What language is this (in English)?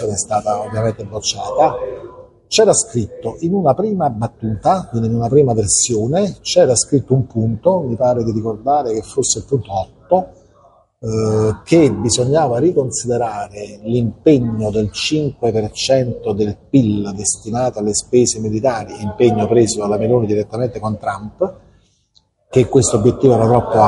Italian